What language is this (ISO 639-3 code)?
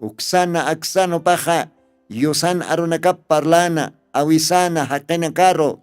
aym